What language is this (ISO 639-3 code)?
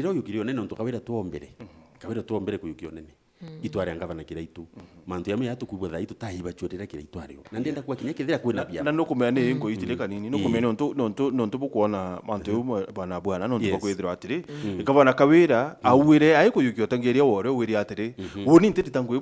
mer